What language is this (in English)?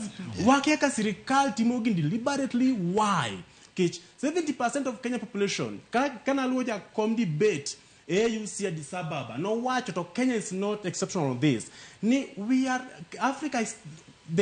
Luo (Kenya and Tanzania)